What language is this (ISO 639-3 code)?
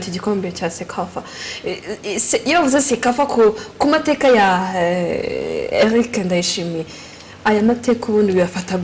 kin